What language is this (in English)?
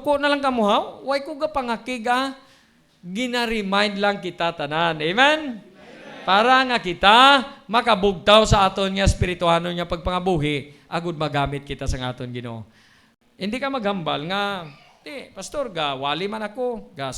Hiligaynon